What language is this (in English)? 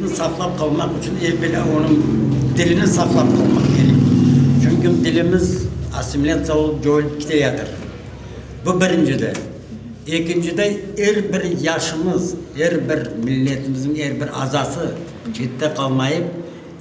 Crimean Tatar